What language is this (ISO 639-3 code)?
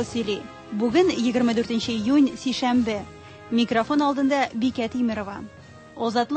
tat